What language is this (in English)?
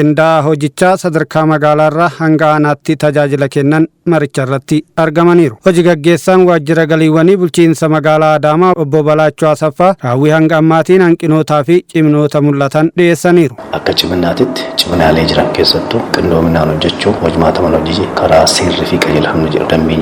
Oromo